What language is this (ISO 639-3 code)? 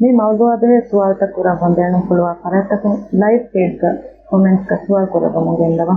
div